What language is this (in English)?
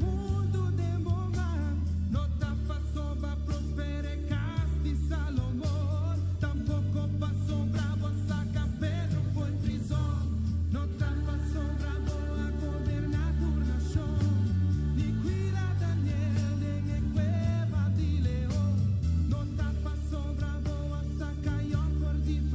Papiamento